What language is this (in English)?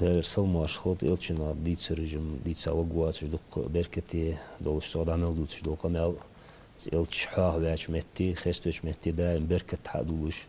Ingush